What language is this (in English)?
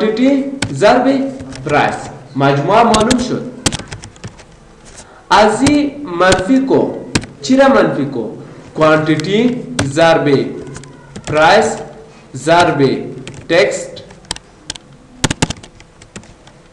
Persian